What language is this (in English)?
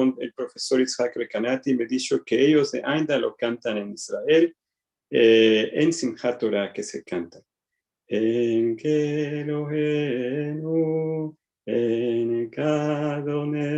Ladino